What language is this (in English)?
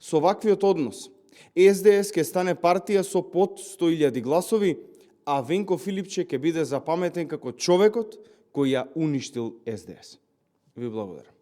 Macedonian